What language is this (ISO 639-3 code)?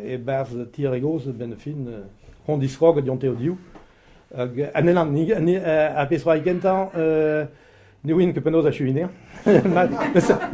bre